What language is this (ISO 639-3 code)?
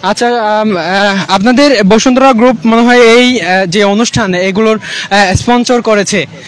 ben